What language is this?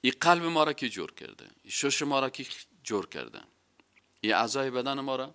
Persian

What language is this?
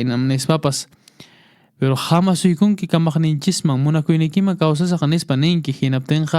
Quechua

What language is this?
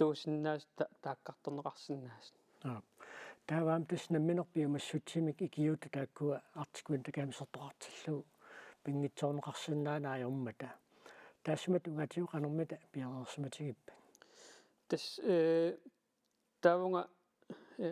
Kalaallisut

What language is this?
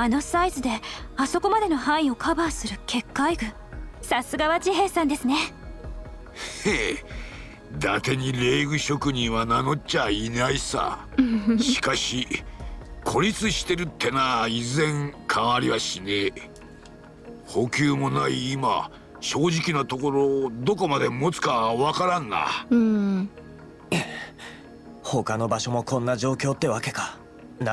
Japanese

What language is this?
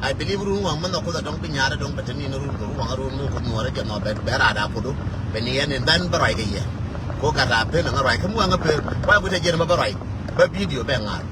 Nuer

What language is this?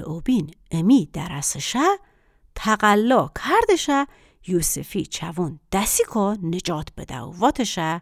Gilaki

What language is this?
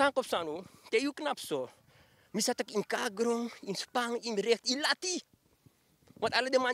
Sranan Tongo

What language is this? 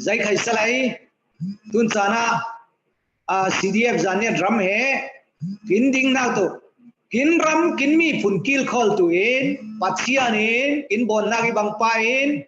Falam Chin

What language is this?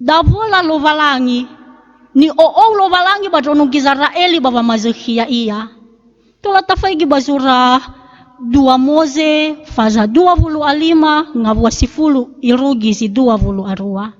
Nias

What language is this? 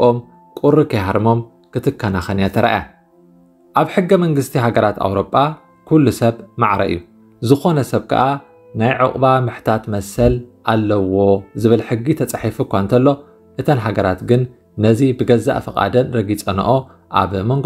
Tigrinya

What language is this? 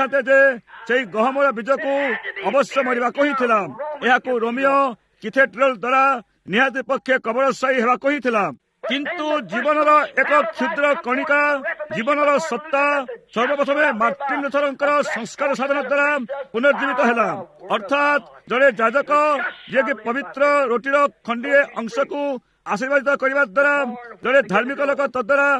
Odia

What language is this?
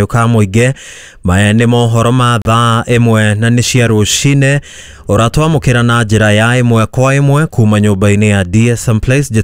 Kikuyu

